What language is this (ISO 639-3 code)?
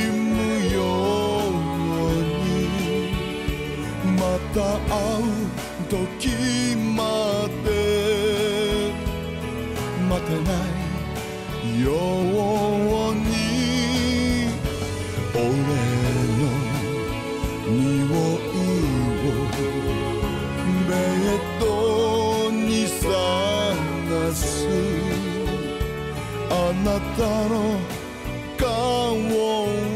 jpn